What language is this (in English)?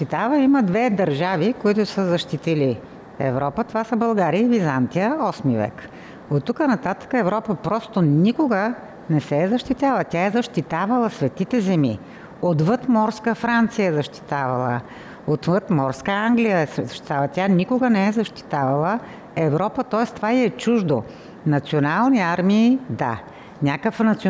Bulgarian